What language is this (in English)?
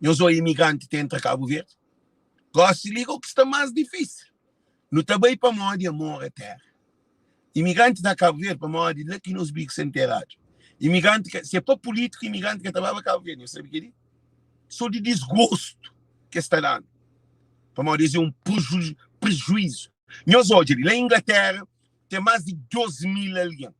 Kabuverdianu